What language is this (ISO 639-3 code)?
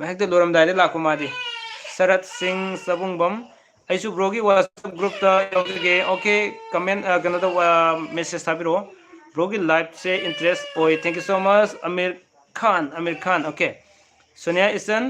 mni